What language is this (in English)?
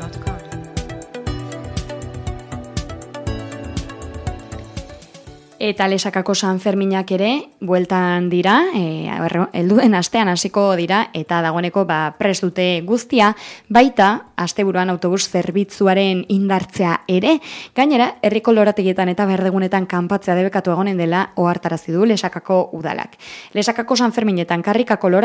Basque